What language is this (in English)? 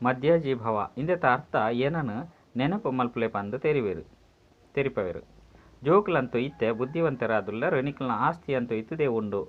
Tulu